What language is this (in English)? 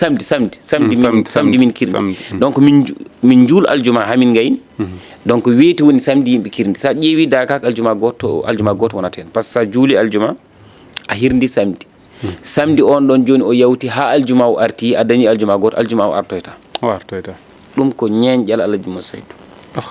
Fula